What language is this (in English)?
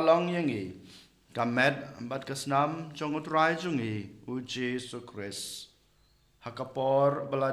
Khasi